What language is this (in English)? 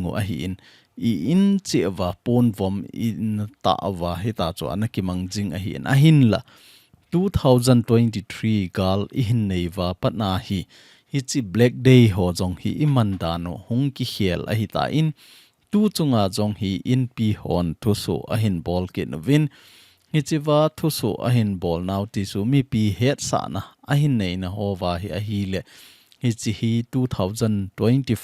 Thado Chin